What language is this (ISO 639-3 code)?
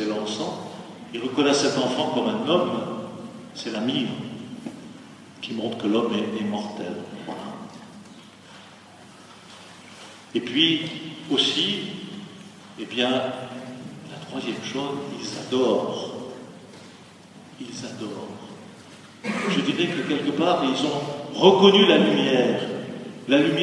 fra